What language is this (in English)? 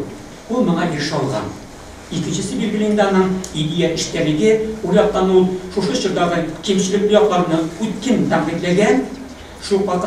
Tatar